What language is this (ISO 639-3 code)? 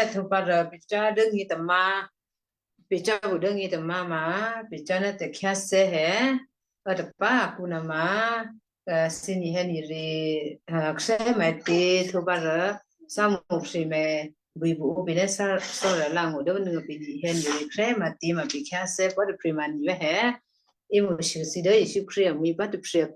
kyu